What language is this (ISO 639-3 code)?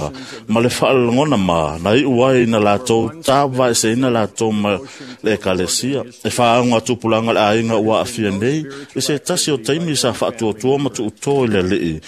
smo